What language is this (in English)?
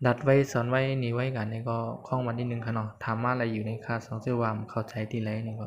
Shan